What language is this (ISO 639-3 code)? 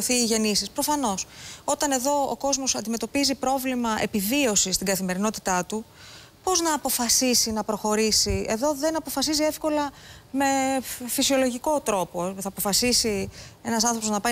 ell